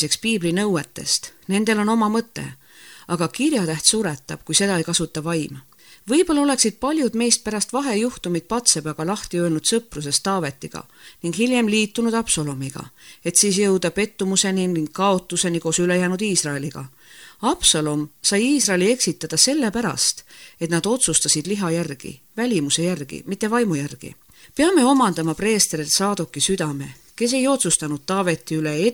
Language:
Estonian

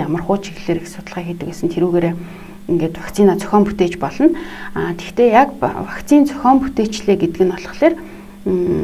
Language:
Mongolian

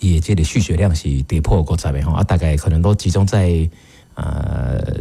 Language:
Min Nan Chinese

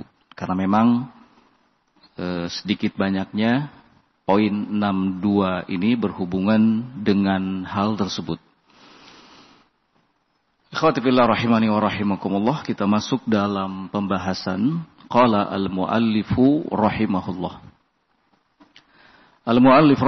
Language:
Indonesian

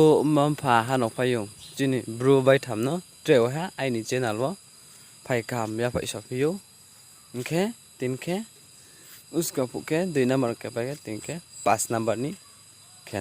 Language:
Riang (India)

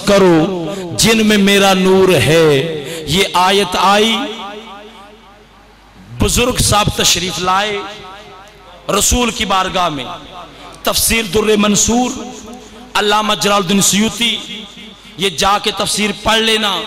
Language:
Urdu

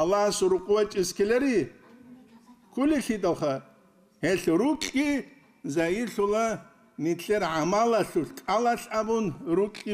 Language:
Avaric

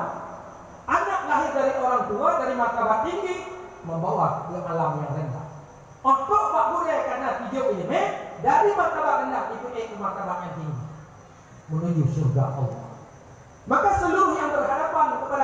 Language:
Achinese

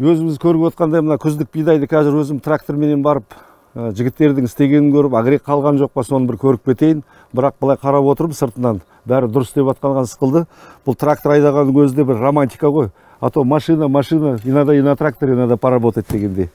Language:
Kyrgyz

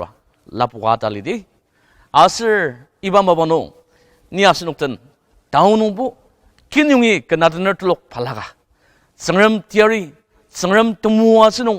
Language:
Ao Naga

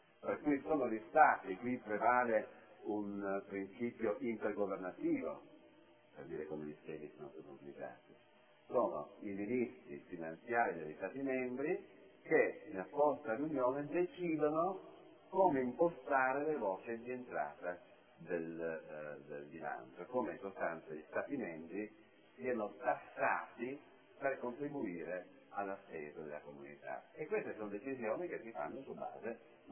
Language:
Italian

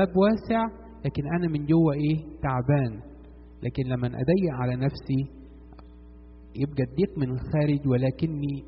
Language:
Egyptian Arabic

